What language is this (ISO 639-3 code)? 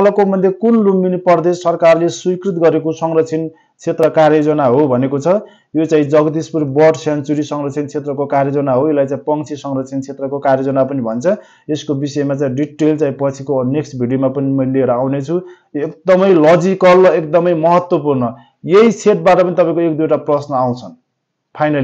nep